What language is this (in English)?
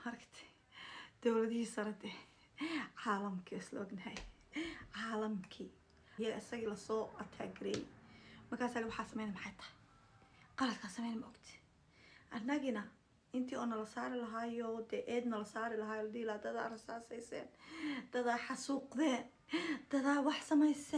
Somali